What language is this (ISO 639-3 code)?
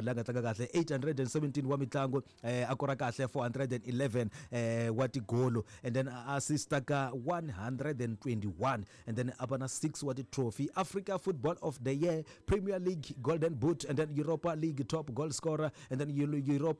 tso